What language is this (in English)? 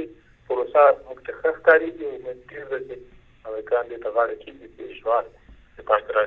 Pashto